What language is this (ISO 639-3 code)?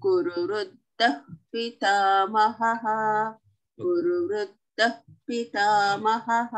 san